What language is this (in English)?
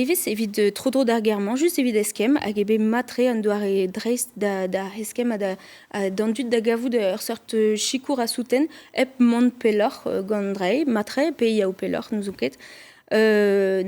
Breton